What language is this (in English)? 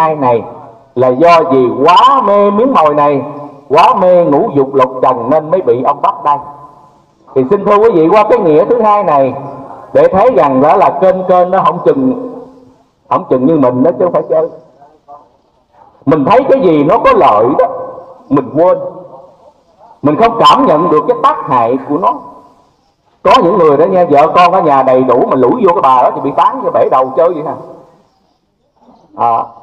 Vietnamese